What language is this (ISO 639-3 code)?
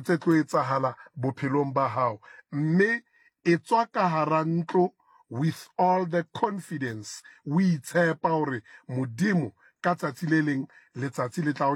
sot